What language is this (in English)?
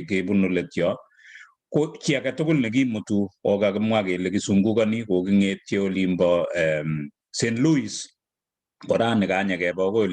Kalenjin